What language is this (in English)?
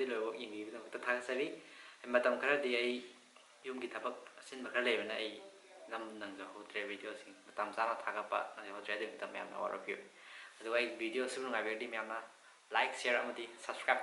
Manipuri